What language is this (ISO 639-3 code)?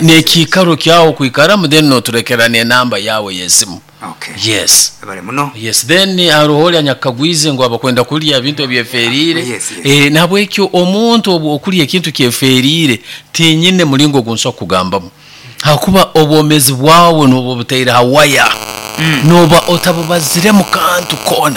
nyo